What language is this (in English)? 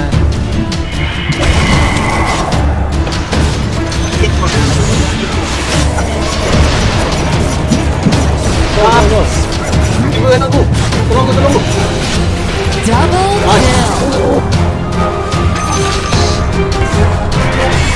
Malay